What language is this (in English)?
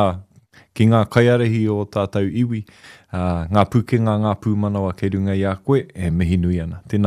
Māori